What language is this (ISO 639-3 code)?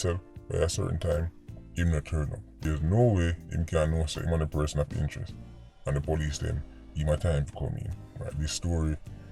jam